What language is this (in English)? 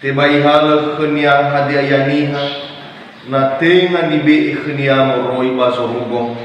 Nias